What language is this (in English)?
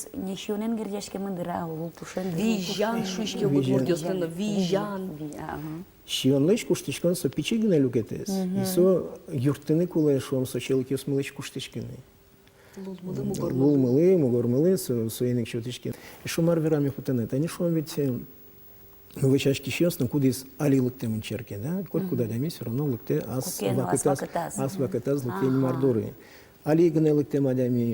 Udmurt